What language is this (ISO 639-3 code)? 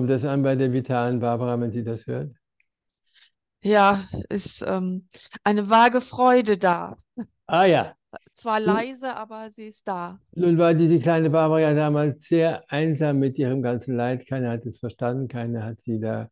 deu